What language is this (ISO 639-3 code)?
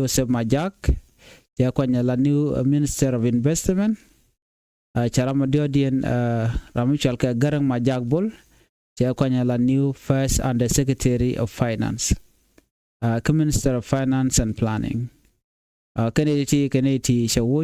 nus